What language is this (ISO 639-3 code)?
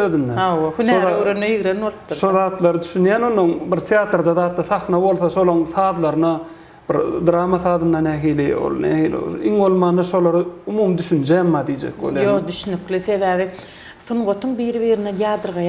tuk